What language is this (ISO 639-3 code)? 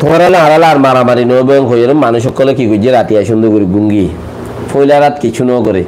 rhg